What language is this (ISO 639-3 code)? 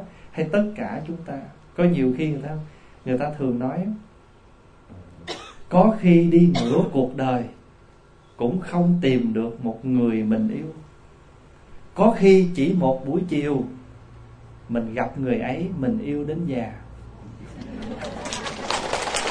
vie